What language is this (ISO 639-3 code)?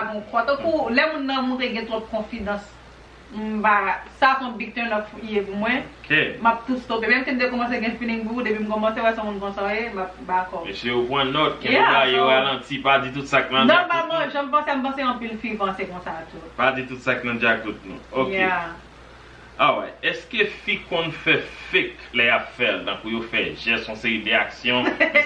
hat